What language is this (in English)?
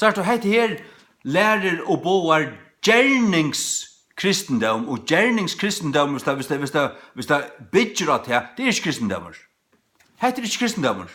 Faroese